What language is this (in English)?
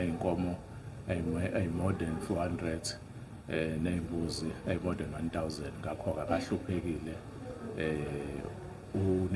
Zulu